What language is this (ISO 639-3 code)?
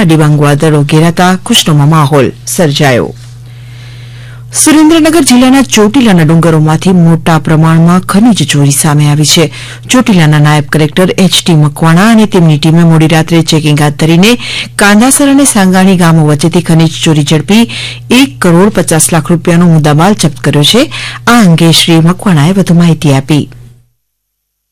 guj